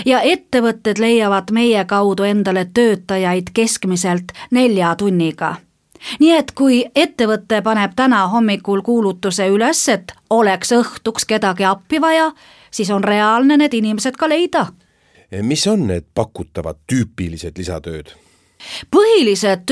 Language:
Estonian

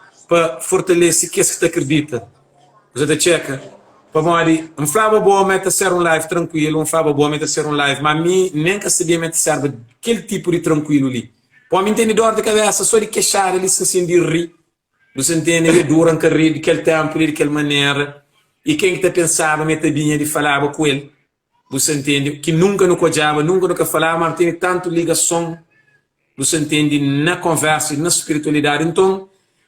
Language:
Kabuverdianu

